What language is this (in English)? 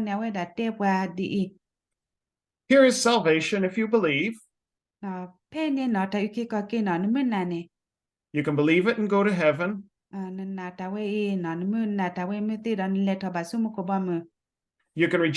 S'gaw Karen